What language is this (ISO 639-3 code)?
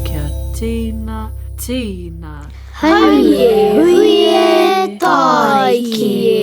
mri